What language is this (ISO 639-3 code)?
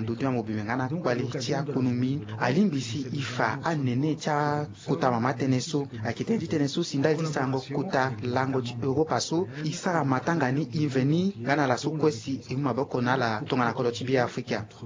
sag